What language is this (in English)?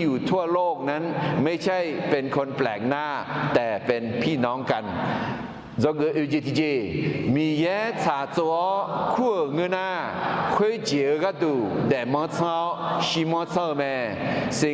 Akha